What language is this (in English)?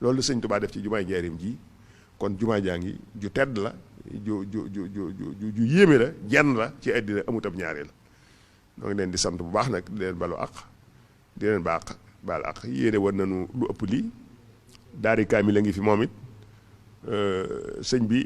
Wolof